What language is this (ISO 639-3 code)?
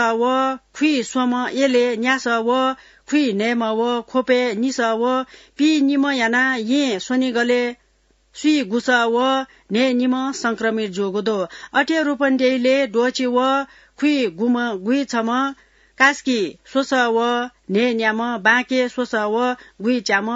new